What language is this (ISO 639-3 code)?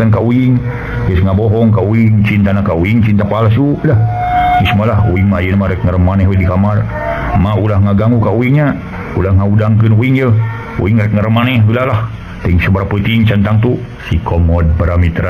sun